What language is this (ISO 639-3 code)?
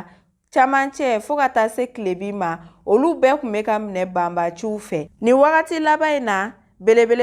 bam